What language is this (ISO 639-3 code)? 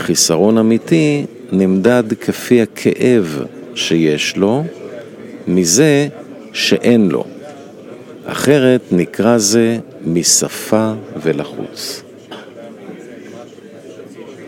heb